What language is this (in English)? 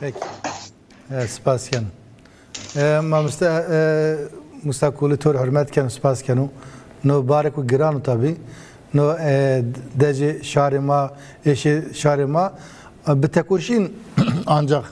Zaza